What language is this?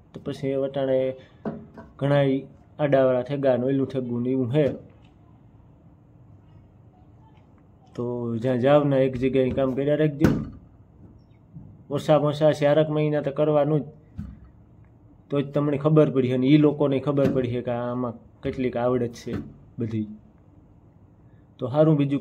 Gujarati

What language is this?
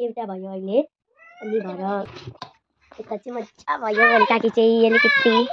Nepali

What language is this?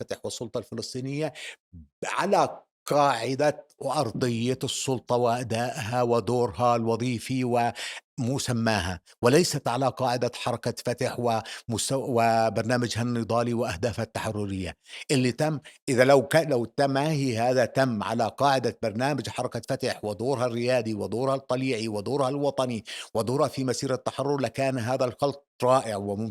North Levantine Arabic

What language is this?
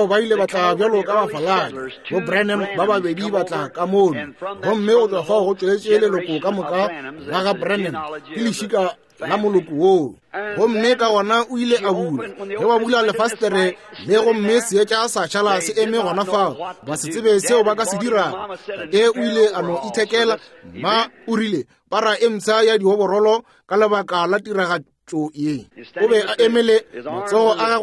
Northern Sotho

